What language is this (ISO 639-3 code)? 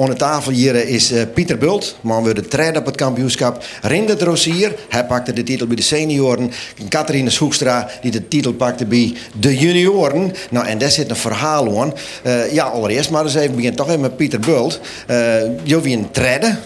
fry